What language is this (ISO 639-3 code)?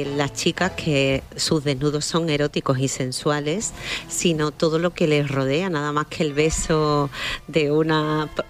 spa